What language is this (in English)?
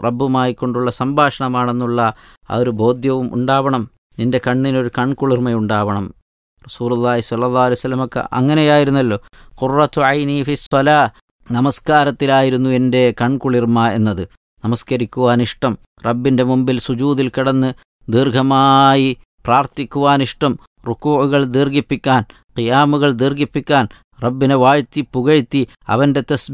Malayalam